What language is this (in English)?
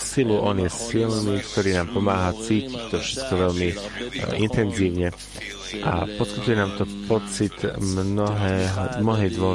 Slovak